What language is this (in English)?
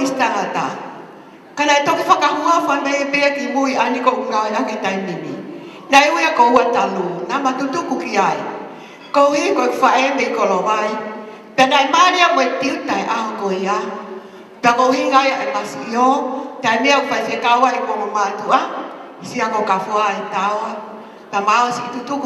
Tongan